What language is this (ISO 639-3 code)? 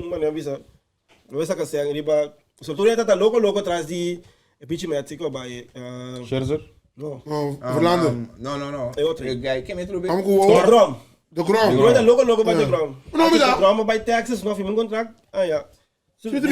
pap